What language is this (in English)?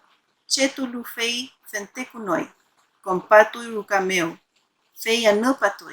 Mapuche